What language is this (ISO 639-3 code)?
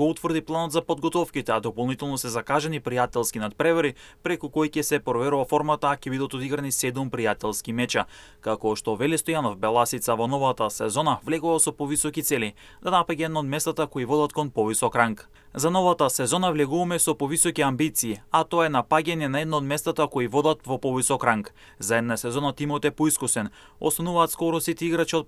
mkd